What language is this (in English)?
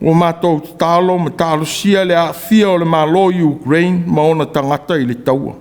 Samoan